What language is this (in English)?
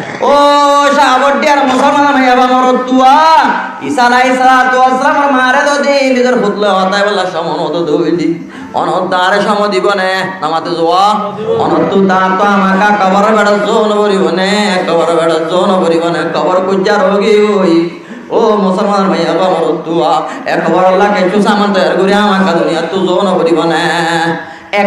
Rohingya